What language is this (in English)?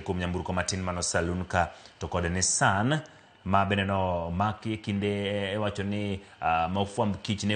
Luo (Kenya and Tanzania)